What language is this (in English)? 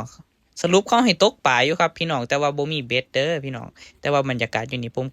Northeastern Thai